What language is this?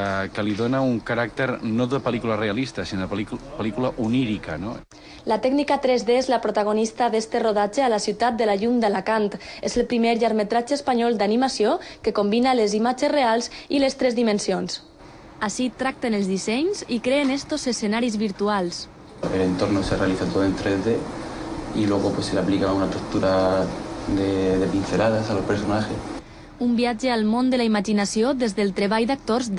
Catalan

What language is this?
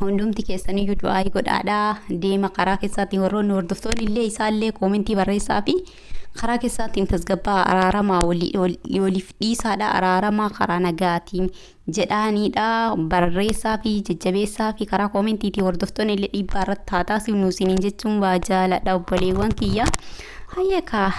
Oromo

